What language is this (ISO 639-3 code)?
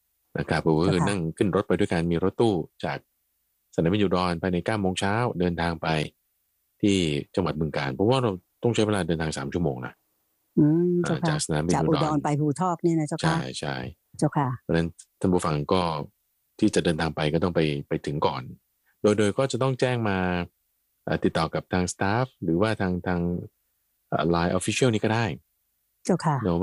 tha